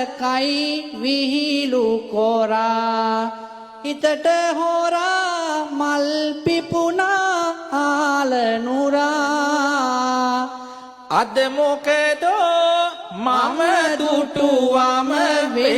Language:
Sinhala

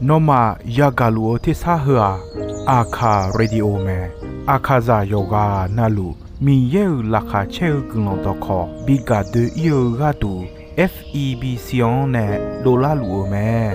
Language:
Akha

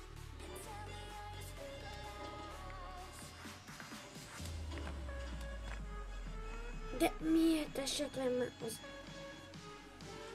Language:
Hungarian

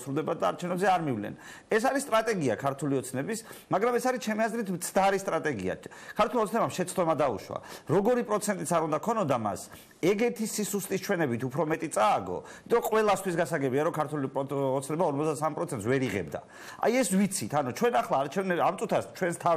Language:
Georgian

